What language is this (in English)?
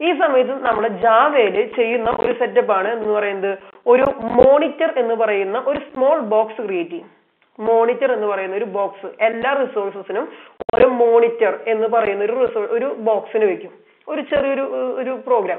Malayalam